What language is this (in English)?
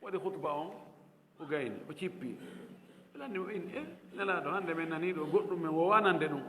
Fula